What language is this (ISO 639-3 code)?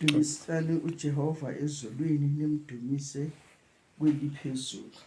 zul